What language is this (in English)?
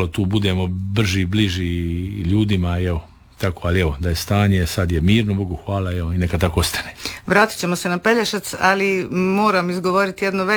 Croatian